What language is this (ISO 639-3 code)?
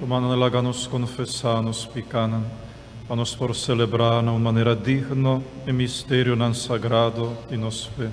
pap